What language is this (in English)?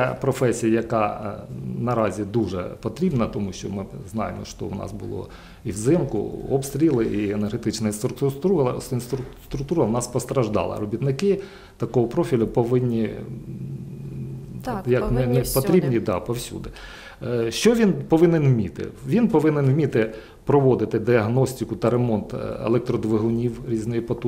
Ukrainian